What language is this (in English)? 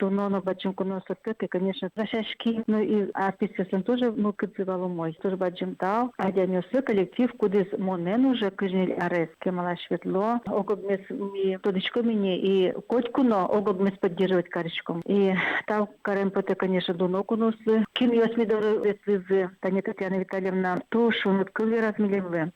Udmurt